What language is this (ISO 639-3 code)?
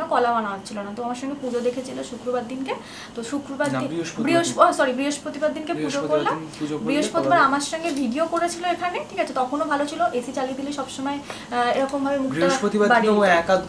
ben